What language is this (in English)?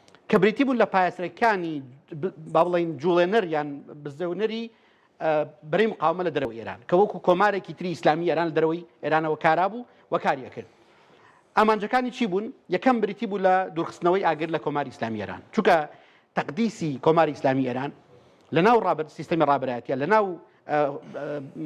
Central Kurdish